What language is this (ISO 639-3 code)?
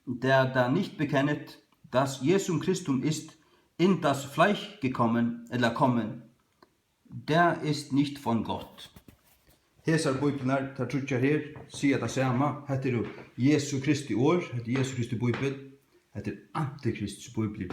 fao